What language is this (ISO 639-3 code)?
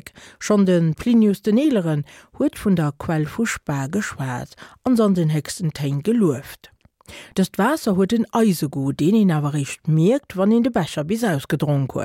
ltz